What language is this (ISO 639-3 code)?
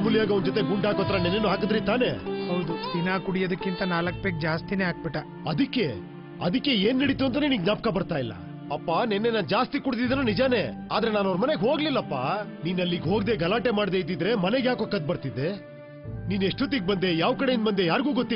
kan